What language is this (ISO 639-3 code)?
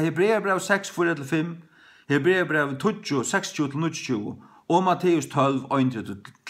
fao